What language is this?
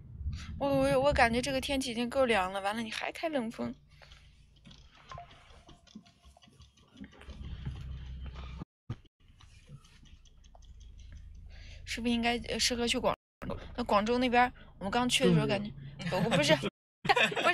Chinese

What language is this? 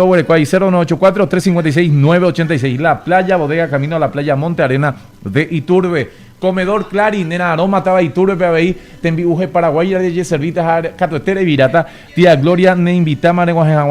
Guarani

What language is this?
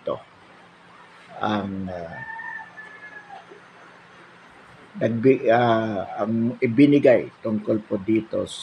Filipino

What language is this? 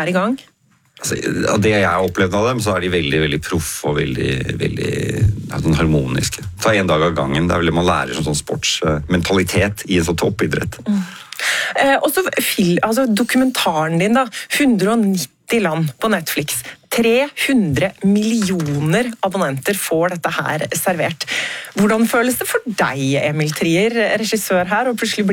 Norwegian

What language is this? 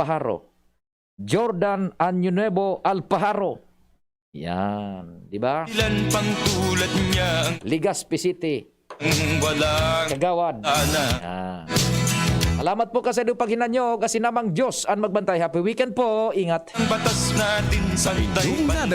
Bikol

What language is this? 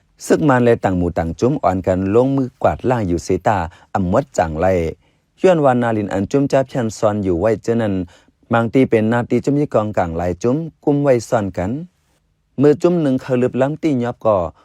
Shan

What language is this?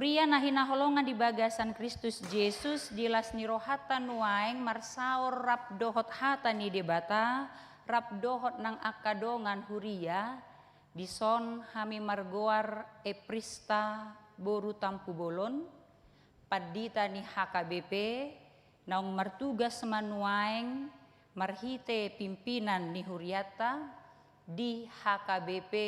Batak Toba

